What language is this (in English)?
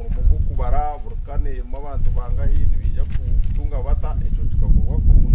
Nyankole